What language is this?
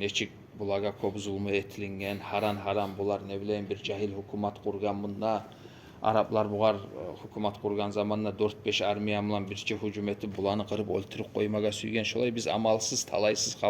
Kumyk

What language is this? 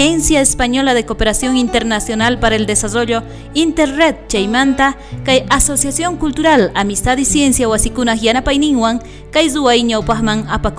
South Bolivian Quechua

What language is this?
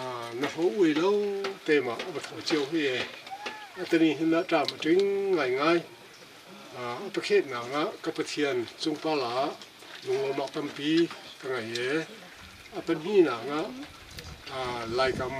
Hakha Chin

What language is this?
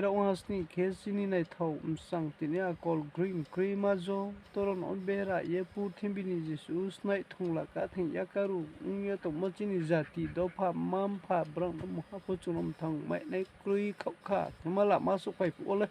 Riang (India)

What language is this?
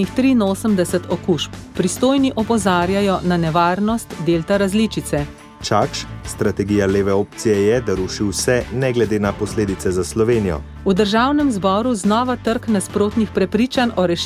Slovenian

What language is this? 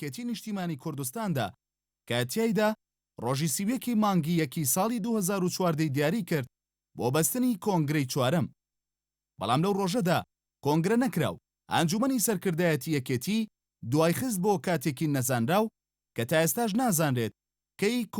Central Kurdish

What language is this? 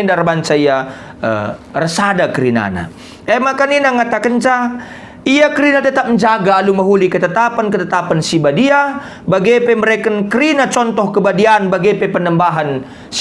Batak Karo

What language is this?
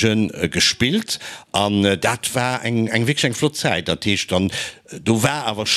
Luxembourgish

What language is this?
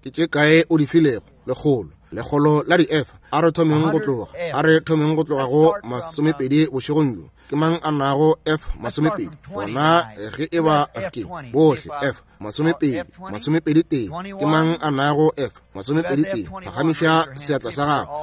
Northern Sotho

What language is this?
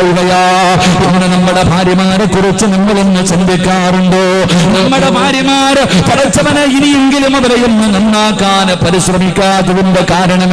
Malayalam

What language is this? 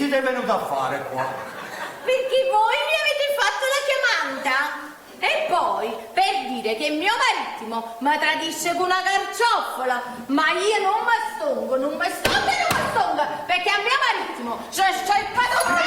Neapolitan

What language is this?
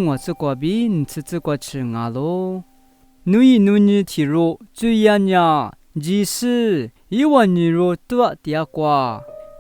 Lisu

